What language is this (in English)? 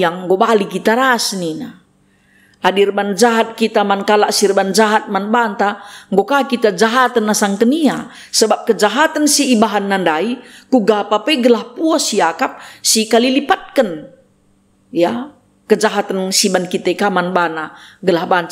Batak Karo